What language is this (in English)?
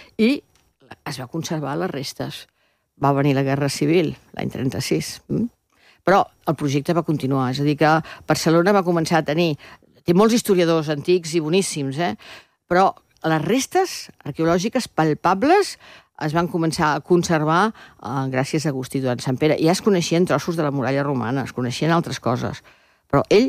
Catalan